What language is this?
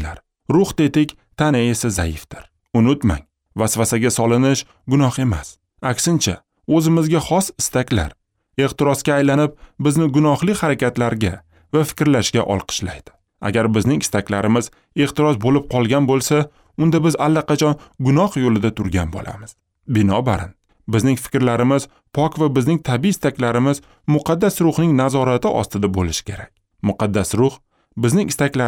Uzbek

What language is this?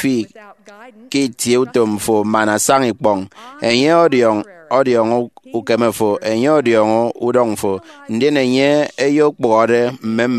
Efik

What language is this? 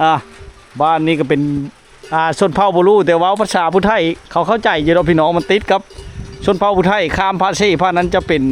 Lao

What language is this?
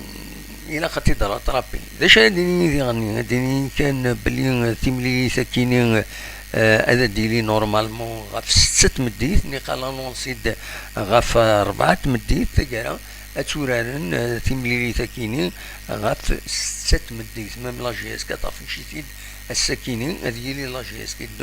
Kabyle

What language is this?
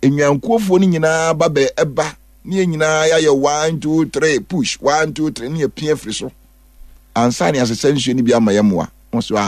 Akan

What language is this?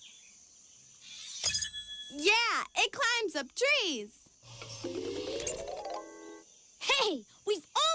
English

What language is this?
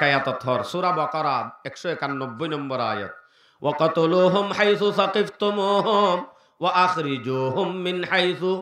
Rohingya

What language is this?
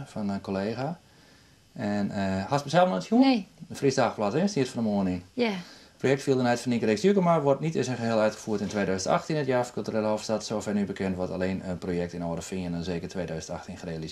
Western Frisian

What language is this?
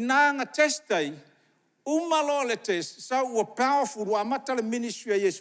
Samoan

